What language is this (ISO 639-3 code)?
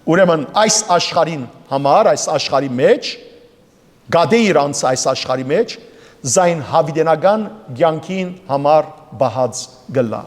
hyw